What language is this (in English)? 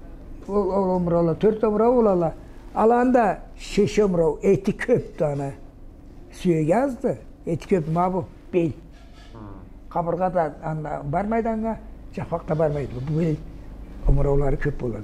Karachay-Balkar